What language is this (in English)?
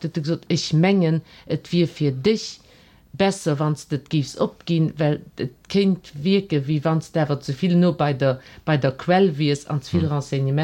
Luxembourgish